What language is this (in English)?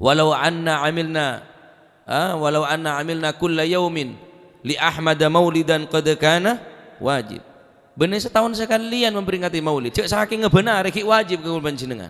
Madurese